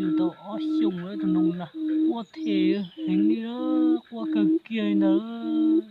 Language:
Hmong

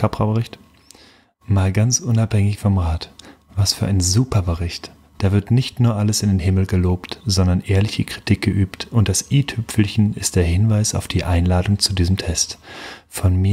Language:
German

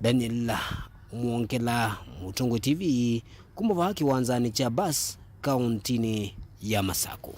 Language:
Kamba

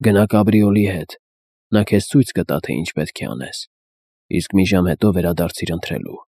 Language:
Armenian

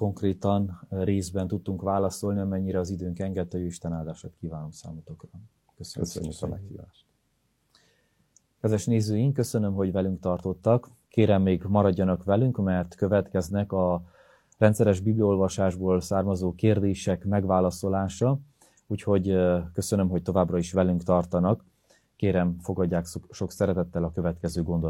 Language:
Hungarian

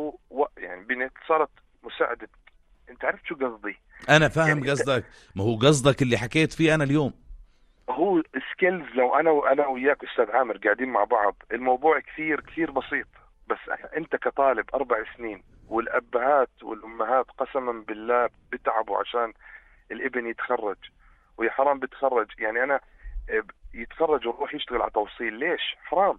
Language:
North Levantine Arabic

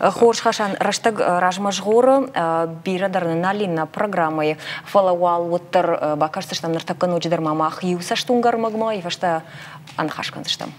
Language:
Ossetic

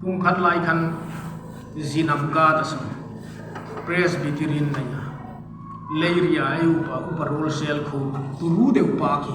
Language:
Hmar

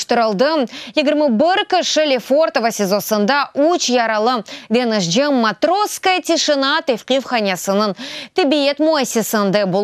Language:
Crimean Tatar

